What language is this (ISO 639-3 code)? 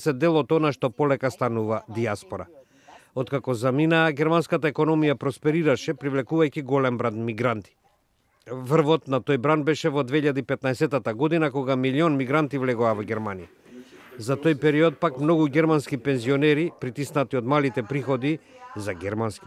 mkd